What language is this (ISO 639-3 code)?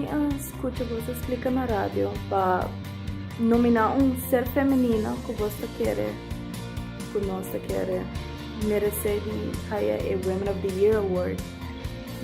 pap